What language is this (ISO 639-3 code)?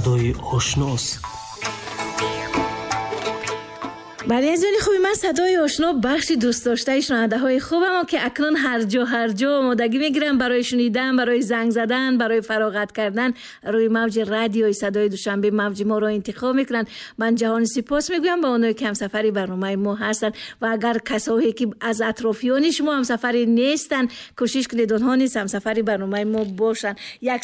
tgk